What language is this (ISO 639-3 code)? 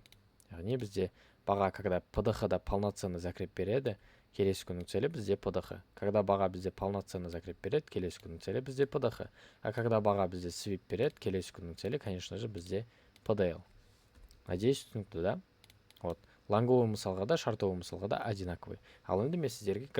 kaz